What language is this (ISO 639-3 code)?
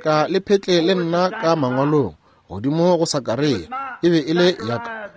nso